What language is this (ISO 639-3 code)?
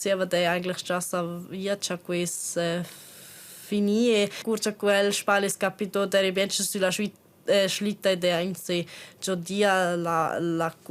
roh